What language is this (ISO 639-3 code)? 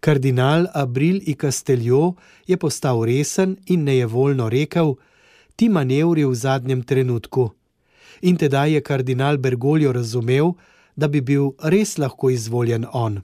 slv